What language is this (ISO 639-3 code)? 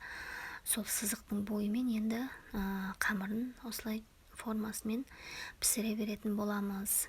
kaz